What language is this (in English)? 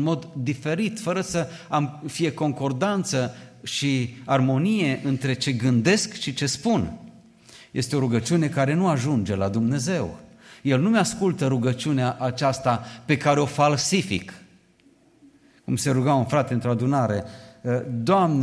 Romanian